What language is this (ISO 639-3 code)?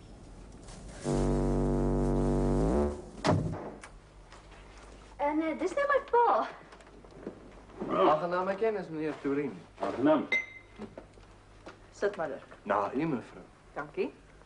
afr